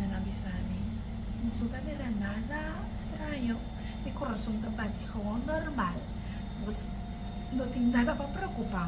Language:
Papiamento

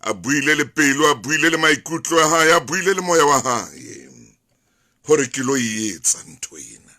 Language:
Southern Sotho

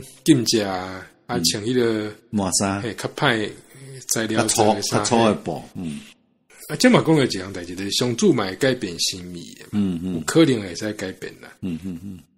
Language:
Min Nan Chinese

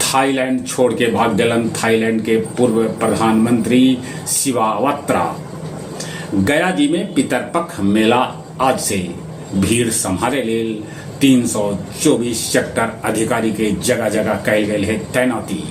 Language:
Magahi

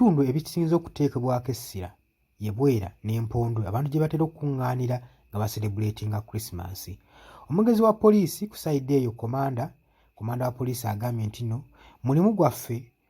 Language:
Ganda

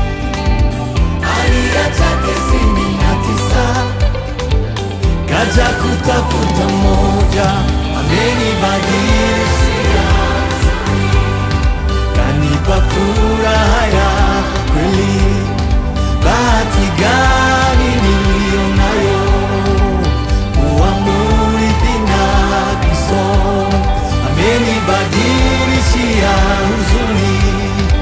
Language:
Swahili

